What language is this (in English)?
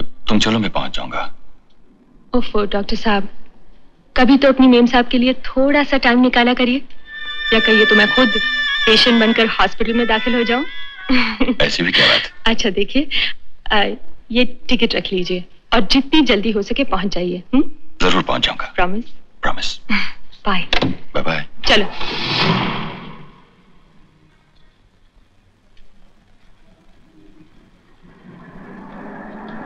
Hindi